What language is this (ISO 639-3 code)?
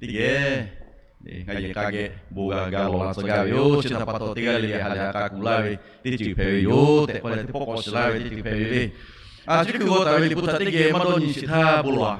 lhu